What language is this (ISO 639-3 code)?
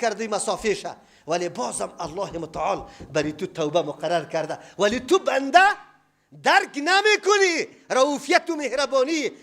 fas